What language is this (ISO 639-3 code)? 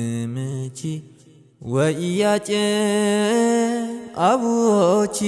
tir